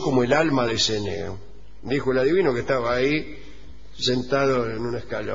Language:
Spanish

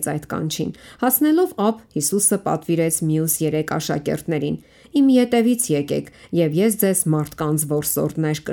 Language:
Armenian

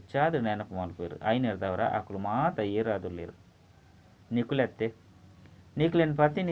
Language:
Tulu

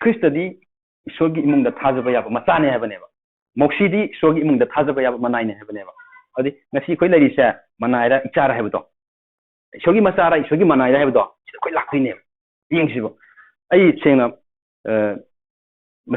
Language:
Manipuri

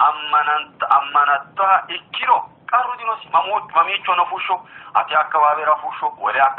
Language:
Sidamo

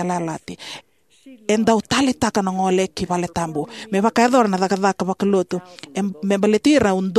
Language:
Fijian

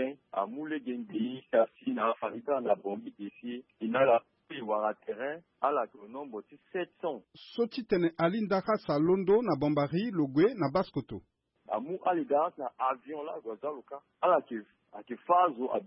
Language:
Sango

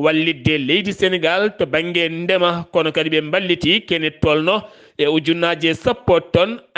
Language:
Fula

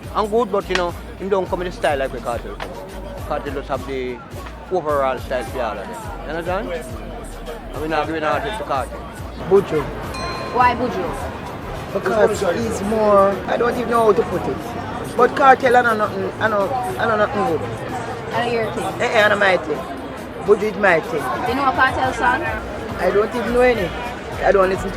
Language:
Jamaican Creole English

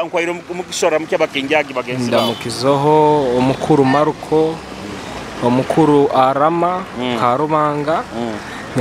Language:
Nyoro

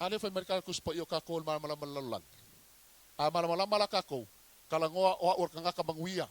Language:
Samoan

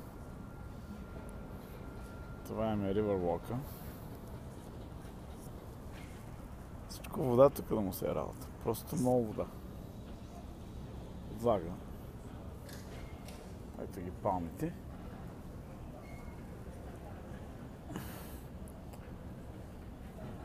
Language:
Bulgarian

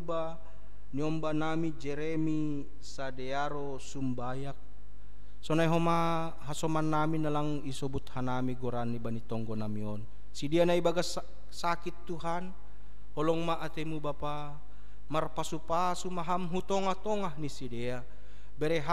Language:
Batak Simalungun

